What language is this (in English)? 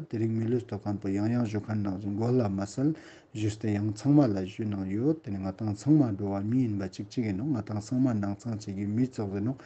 Ladakhi